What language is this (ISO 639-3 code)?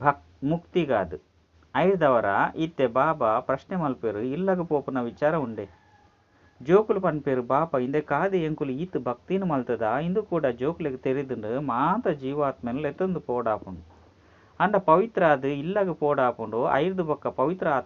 tcy